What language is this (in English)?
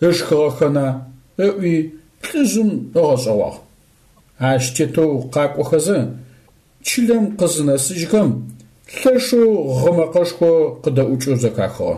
Adyghe